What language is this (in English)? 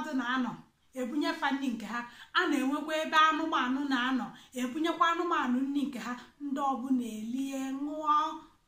Igbo